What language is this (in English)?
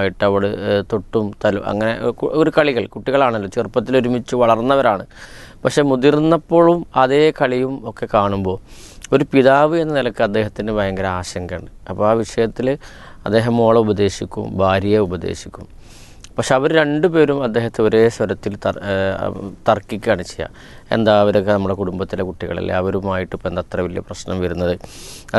Malayalam